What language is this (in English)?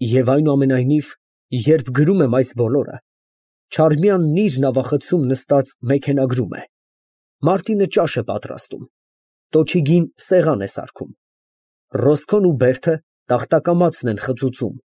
Armenian